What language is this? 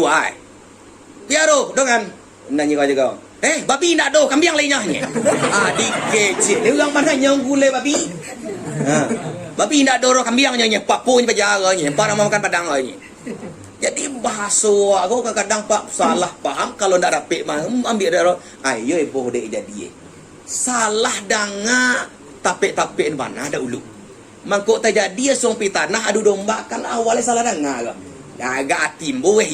Minangkabau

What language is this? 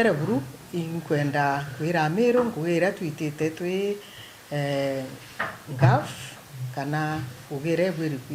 Meru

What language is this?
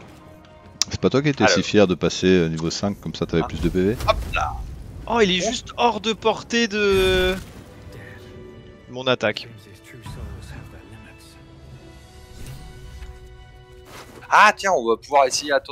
French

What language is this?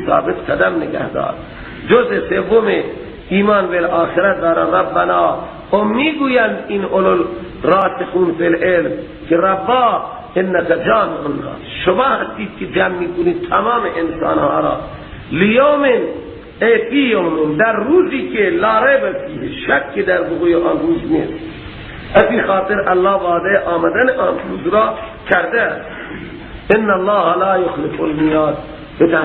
Persian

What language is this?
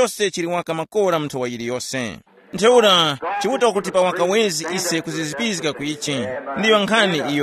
Tumbuka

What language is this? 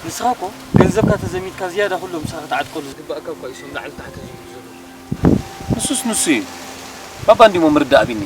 Tigrinya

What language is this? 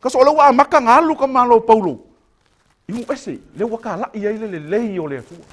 Samoan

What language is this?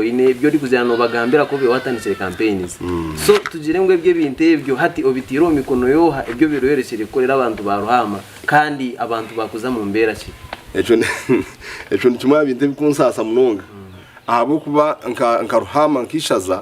Nyankole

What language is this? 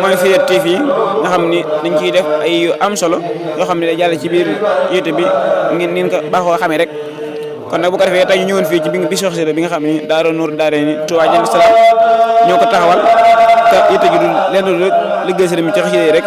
Wolof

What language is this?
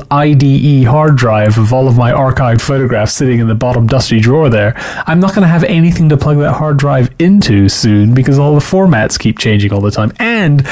English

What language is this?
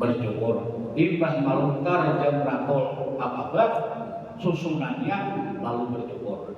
Banjar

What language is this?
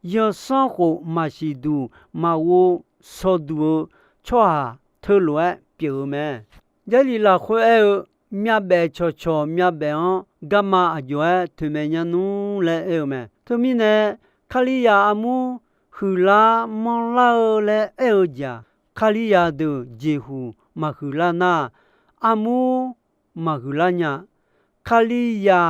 Akha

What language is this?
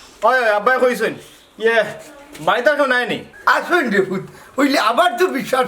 Sylheti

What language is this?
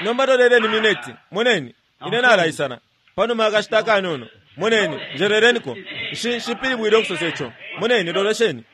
Bemba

